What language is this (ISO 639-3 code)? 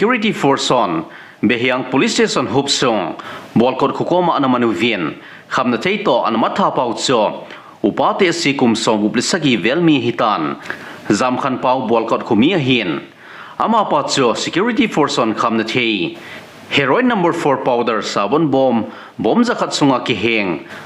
tcz